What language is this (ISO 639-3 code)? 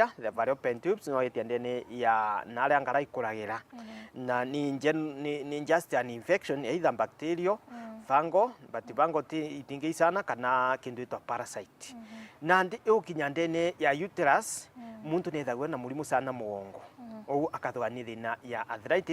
mer